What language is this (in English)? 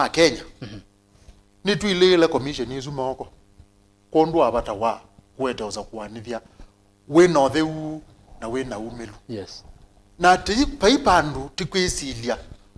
Kamba